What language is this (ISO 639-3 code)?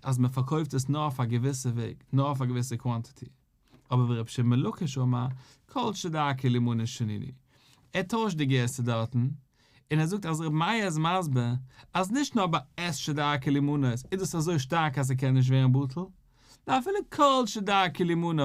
yid